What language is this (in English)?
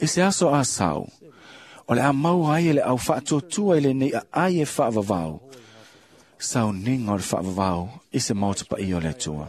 Samoan